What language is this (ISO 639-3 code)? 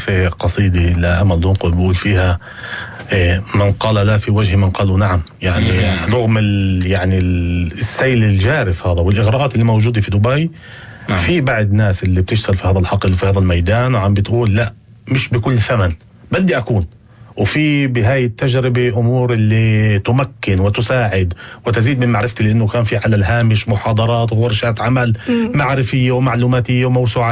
apc